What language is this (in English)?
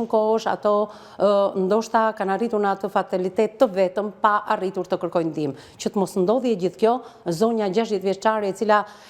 Albanian